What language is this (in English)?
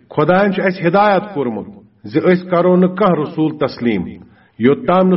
Kashmiri